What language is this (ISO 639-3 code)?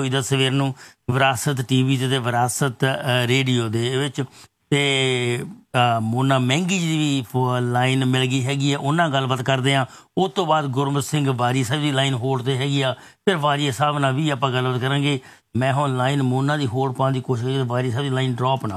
pan